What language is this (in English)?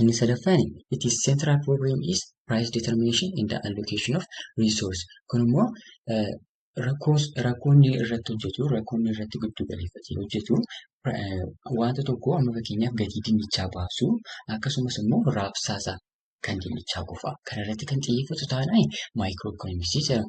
Oromo